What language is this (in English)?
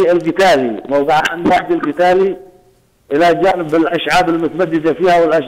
Arabic